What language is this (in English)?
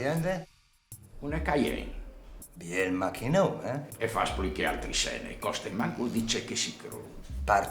Friulian